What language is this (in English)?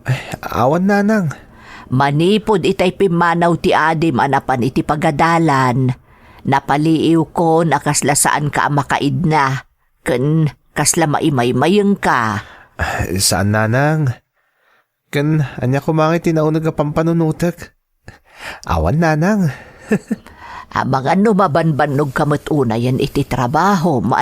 Iloko